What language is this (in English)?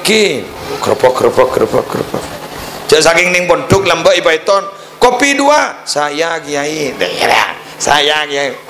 Madurese